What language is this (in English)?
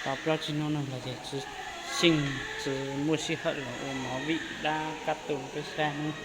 Hmong